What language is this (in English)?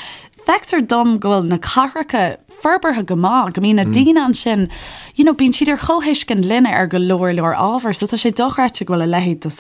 Irish